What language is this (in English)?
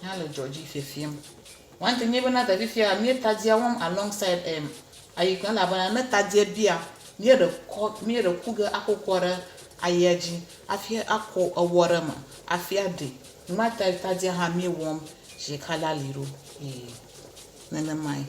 Ewe